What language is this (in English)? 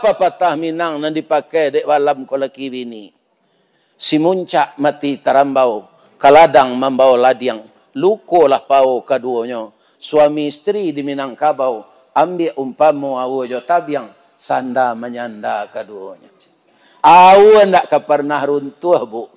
Minangkabau